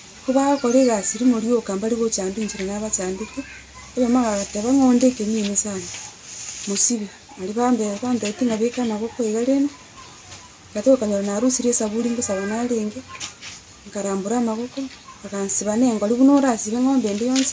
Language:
Gusii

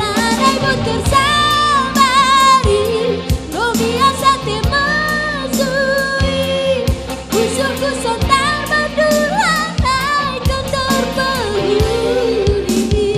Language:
Batak Karo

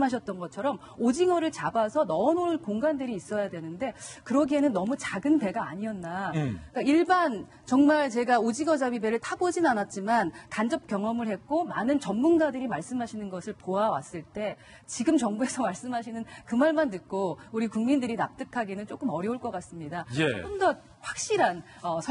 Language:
Korean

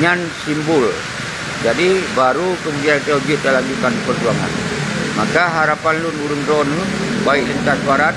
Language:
Achinese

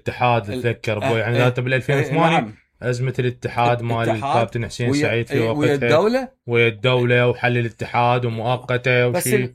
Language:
Mesopotamian Arabic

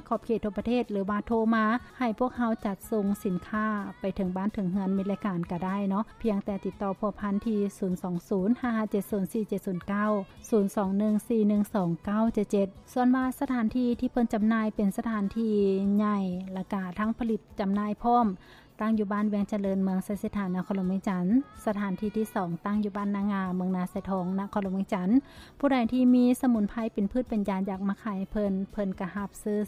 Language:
Lao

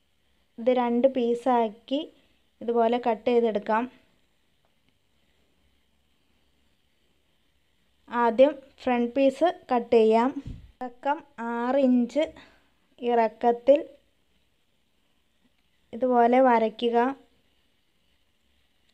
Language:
Malayalam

